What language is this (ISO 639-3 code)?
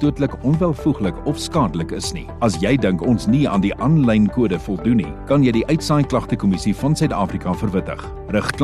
afr